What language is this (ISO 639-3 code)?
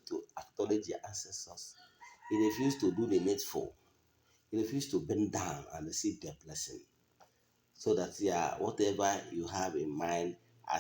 ibo